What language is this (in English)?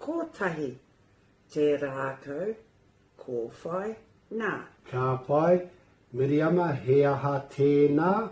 Māori